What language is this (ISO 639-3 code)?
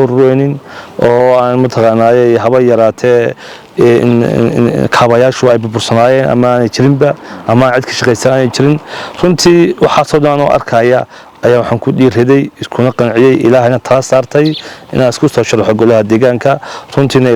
som